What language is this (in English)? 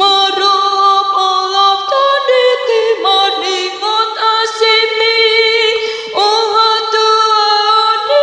Batak Toba